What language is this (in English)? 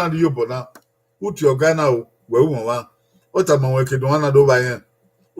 Bini